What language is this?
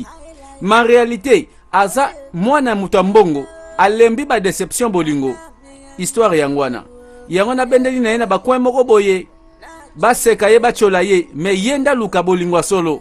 Lingala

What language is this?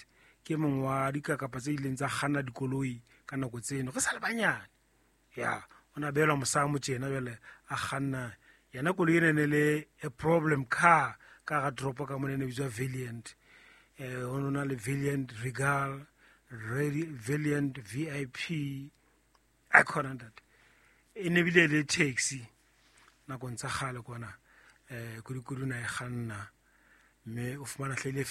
Southern Sotho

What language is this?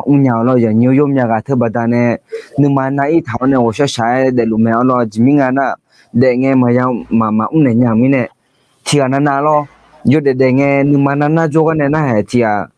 Akha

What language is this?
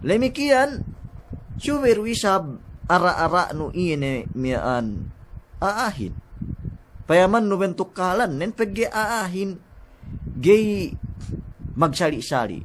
Yakan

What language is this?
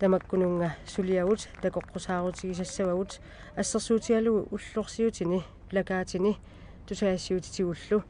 Kalaallisut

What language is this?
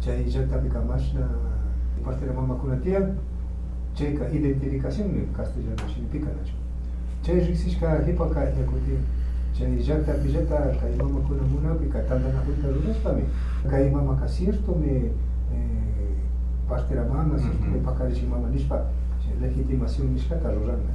Imbabura Highland Quichua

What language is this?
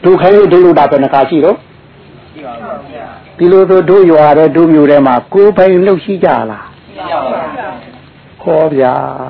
Burmese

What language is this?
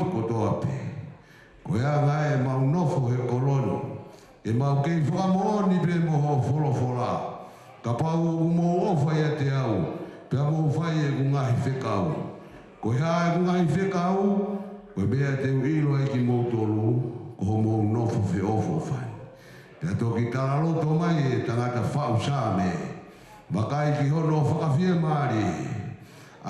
Tongan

